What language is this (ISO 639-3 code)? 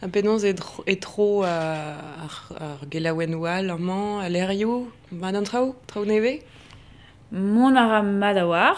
bre